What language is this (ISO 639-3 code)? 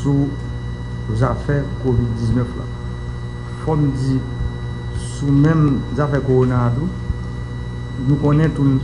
hat